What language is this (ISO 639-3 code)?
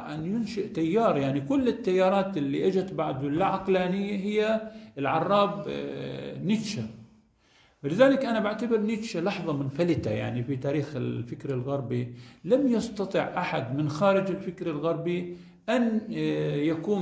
ara